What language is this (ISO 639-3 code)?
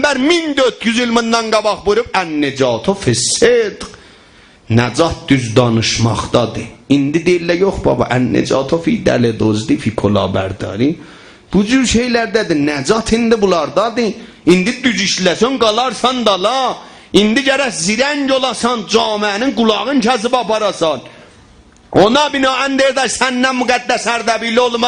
azb